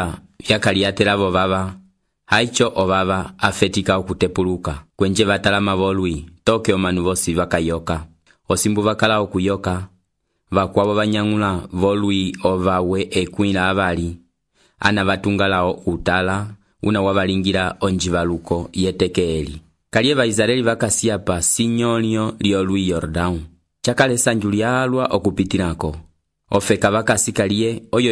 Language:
Umbundu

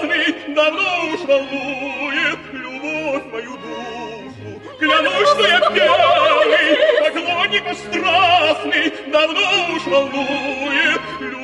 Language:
Russian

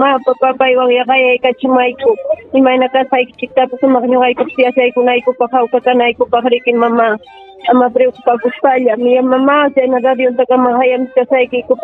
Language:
Ayacucho Quechua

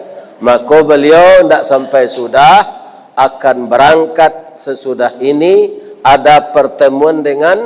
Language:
Minangkabau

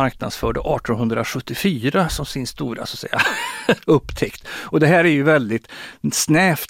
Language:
Swedish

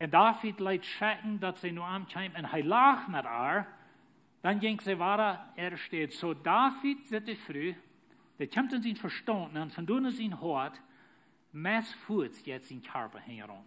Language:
Plautdietsch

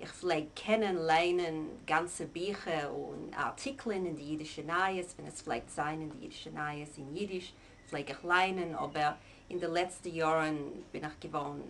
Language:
Yiddish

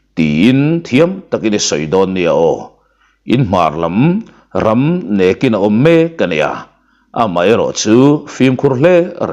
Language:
Mizo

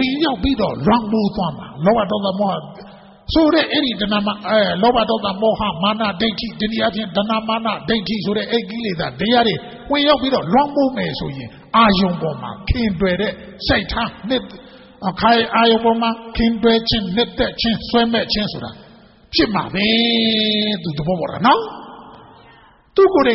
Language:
Burmese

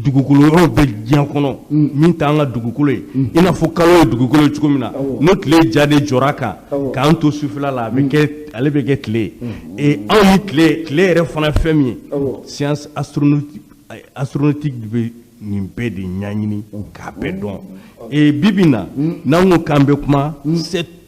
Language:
Bambara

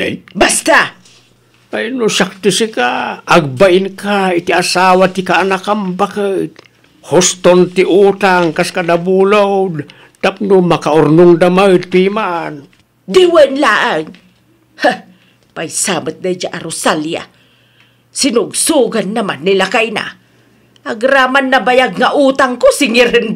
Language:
Iloko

